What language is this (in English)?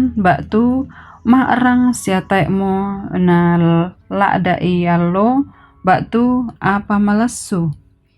Toraja-Sa'dan